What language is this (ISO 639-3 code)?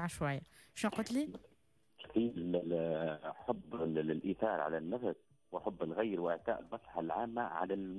aeb